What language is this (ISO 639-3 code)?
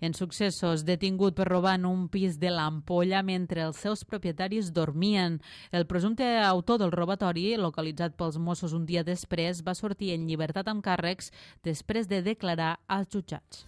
cat